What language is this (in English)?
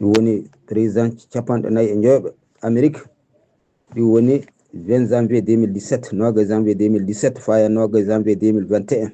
Fula